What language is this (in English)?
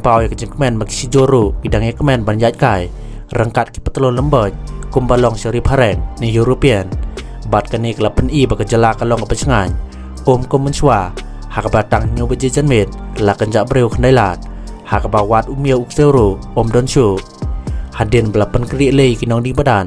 Khasi